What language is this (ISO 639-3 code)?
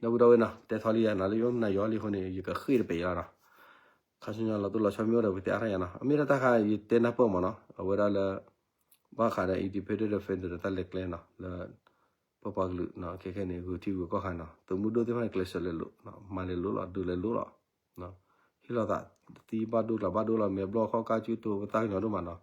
ksw